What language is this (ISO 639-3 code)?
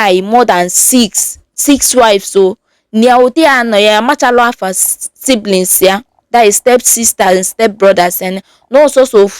ibo